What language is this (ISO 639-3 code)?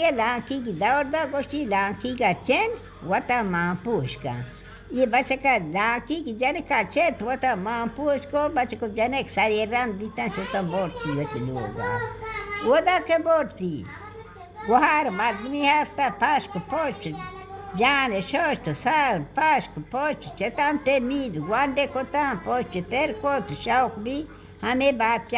bal